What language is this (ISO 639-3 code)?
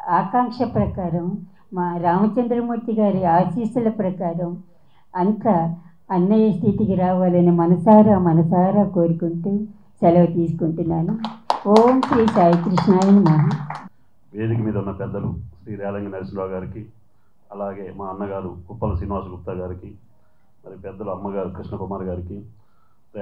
tel